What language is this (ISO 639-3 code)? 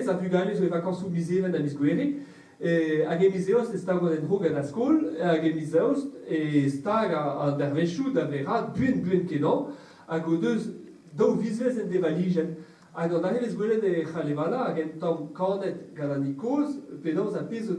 bre